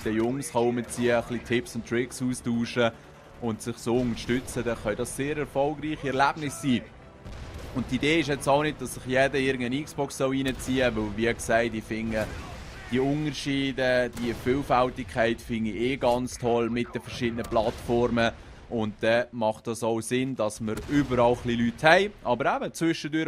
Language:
Swiss German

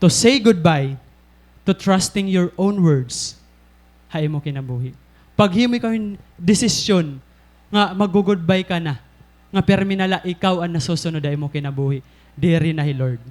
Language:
Waray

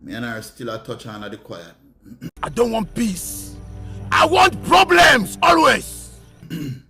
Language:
Jamaican Creole English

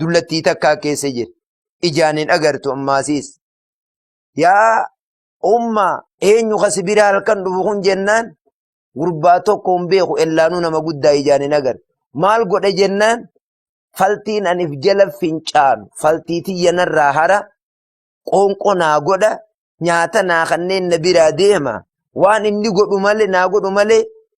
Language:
Oromo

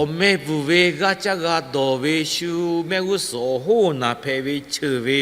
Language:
Lahu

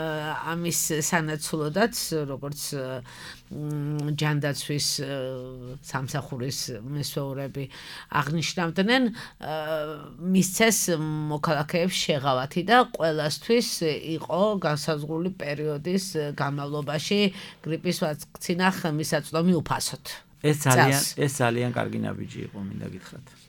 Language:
Georgian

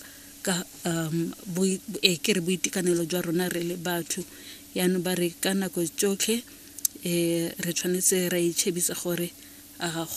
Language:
Tswana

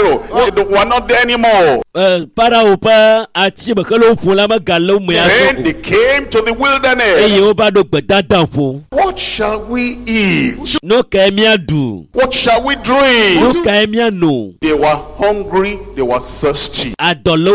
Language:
Ewe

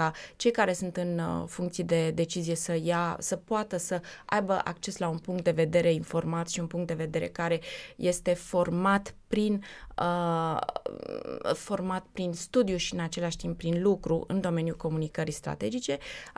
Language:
Romanian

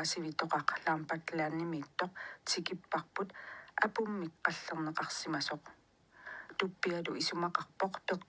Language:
Kalaallisut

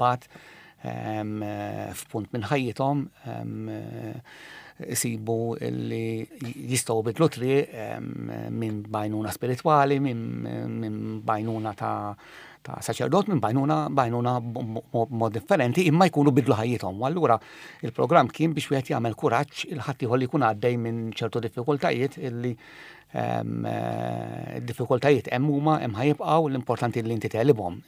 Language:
Maltese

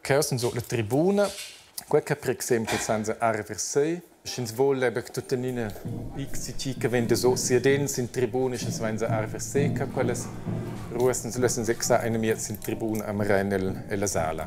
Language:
Romansh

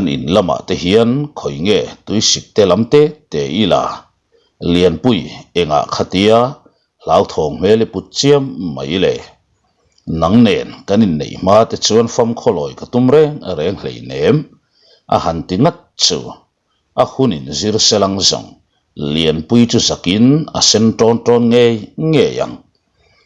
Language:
Mizo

